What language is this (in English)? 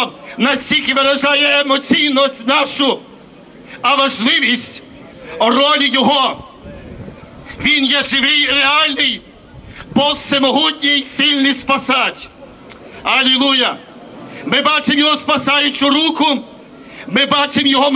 Ukrainian